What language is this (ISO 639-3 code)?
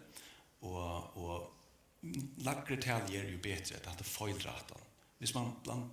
fao